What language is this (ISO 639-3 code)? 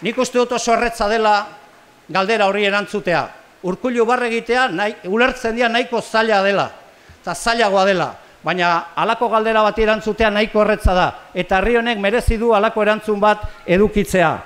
eus